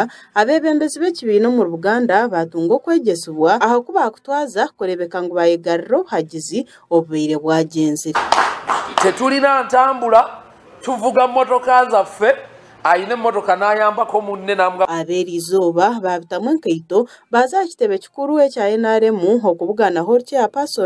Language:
Nyankole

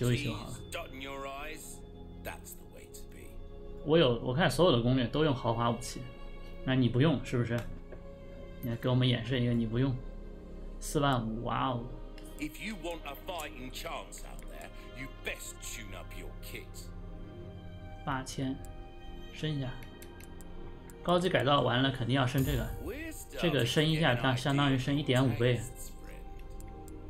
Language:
Chinese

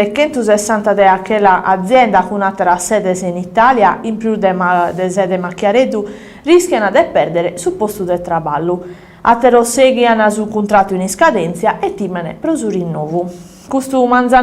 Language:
Sardinian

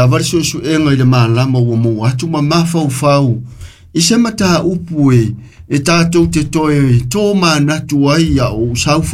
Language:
Samoan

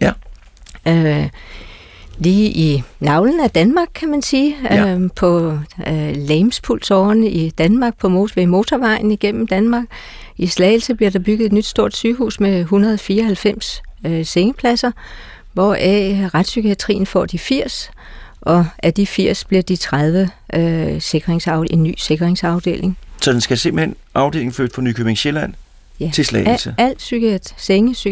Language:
Danish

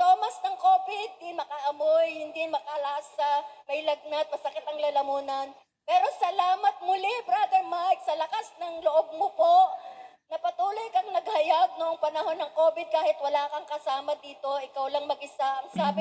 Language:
Filipino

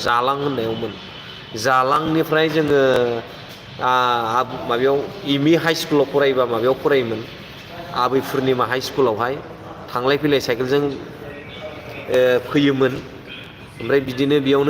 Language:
Bodo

